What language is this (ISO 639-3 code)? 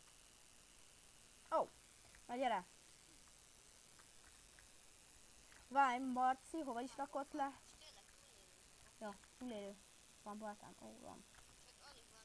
hun